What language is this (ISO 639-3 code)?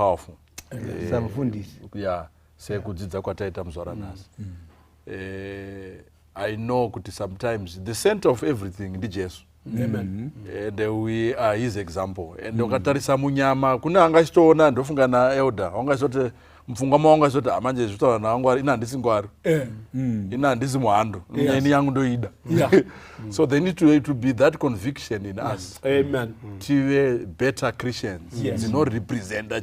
sna